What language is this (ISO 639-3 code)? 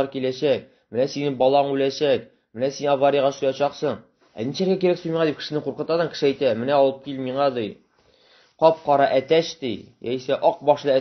tat